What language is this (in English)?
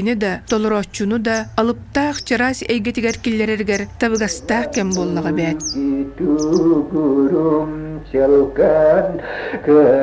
Yakut